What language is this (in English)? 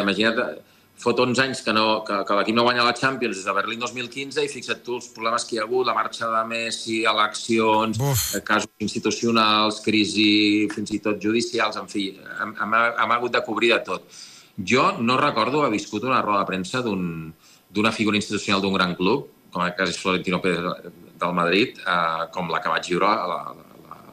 Catalan